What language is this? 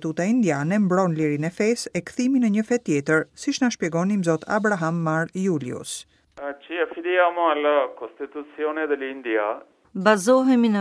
Albanian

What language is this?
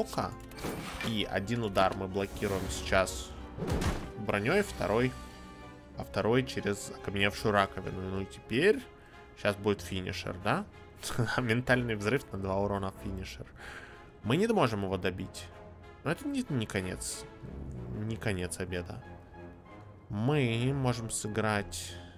Russian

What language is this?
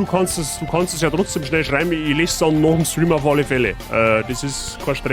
Bavarian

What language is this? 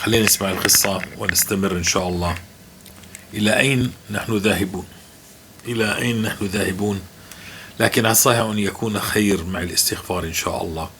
North Levantine Arabic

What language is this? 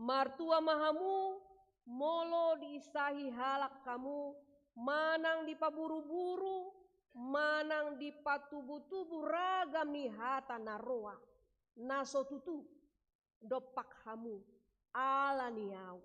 Batak Toba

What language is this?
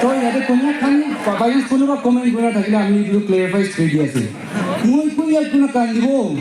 Naga Pidgin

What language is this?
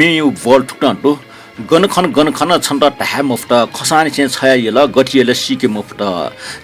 Newari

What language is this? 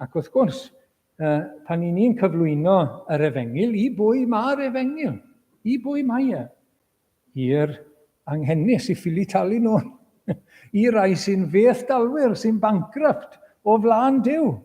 Welsh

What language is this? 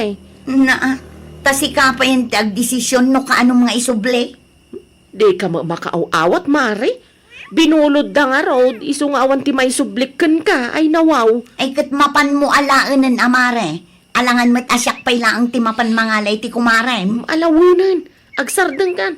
Iloko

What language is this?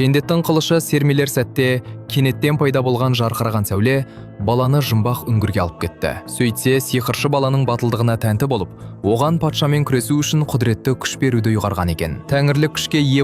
Kazakh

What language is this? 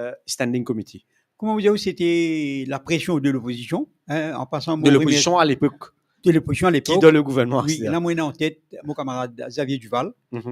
Morisyen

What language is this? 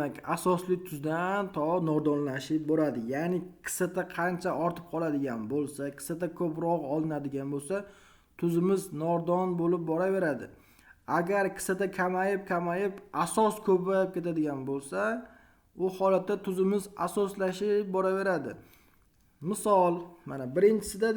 Uzbek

